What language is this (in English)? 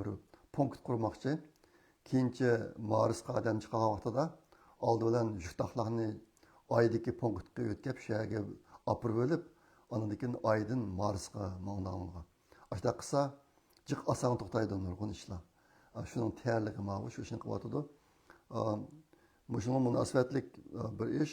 Uyghur